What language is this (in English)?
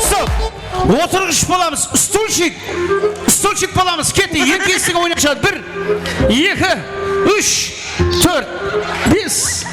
Kara-Kalpak